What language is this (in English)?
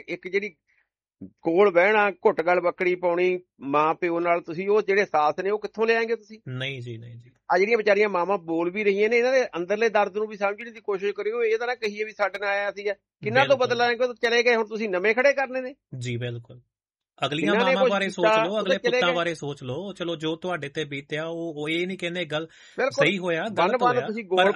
Punjabi